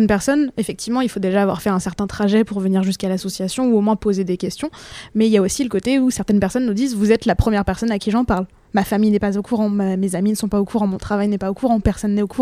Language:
French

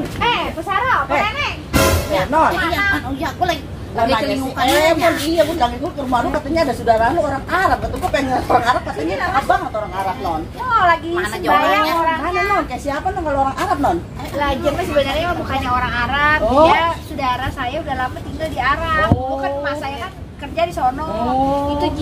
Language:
Betawi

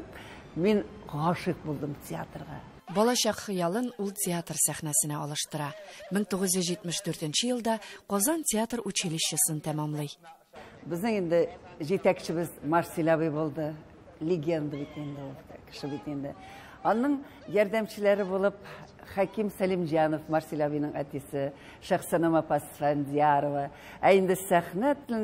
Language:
Tatar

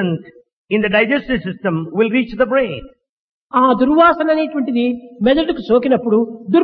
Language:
Telugu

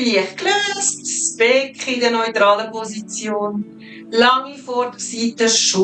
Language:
Swiss German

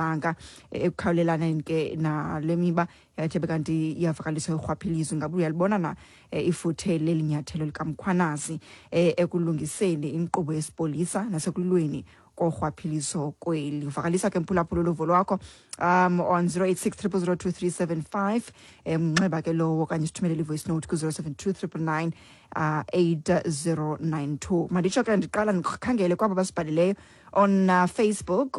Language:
Xhosa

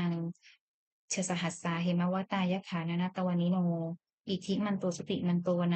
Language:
Pali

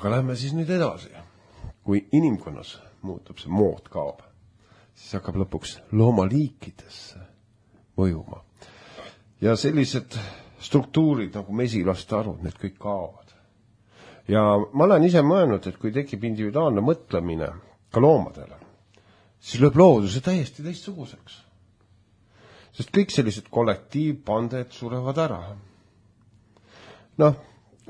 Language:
Estonian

